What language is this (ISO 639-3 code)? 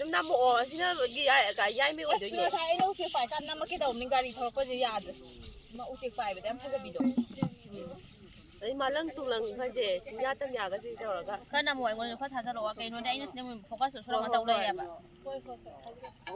mni